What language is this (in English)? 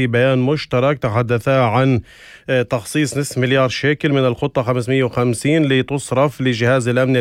North Levantine Arabic